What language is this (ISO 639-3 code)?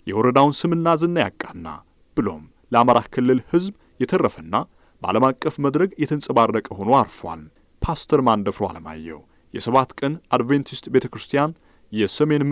amh